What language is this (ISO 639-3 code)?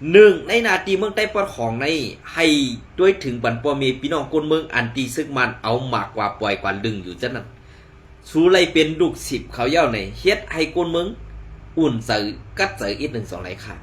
shn